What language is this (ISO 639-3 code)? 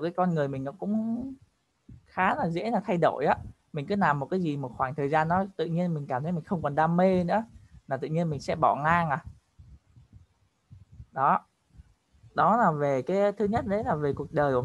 vie